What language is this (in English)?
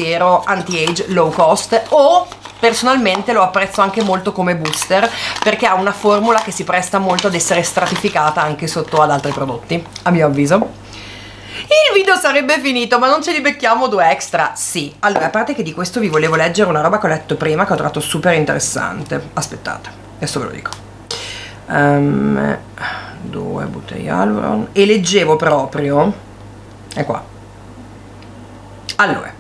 Italian